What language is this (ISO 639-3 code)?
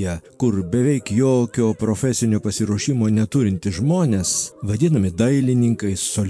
lit